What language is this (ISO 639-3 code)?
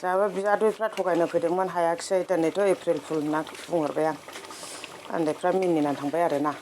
brx